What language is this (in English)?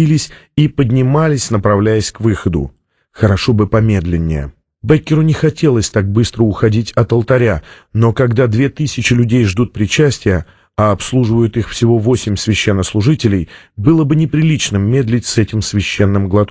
Russian